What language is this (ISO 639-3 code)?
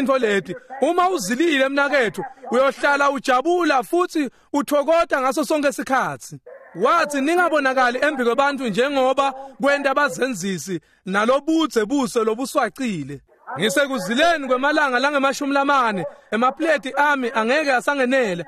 ssw